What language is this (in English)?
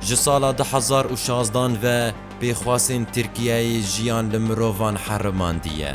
Kurdish